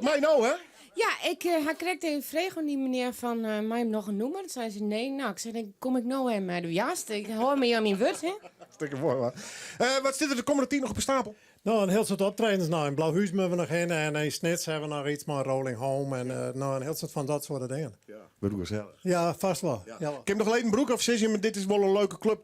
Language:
Western Frisian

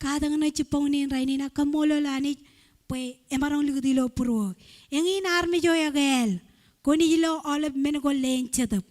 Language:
Marshallese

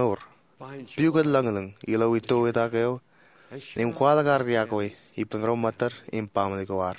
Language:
Marshallese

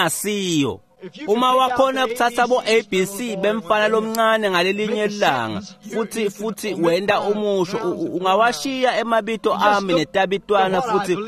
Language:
Swati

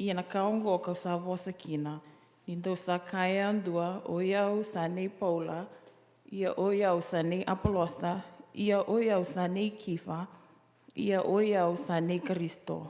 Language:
Fijian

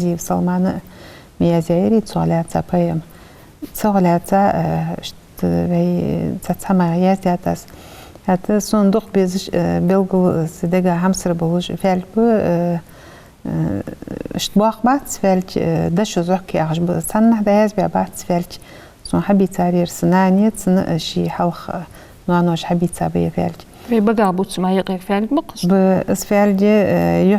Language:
Ingush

